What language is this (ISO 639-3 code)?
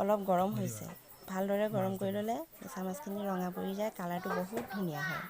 asm